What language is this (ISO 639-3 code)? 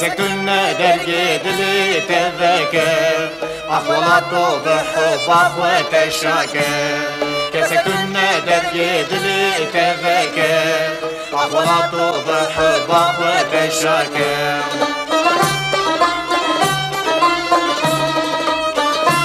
fas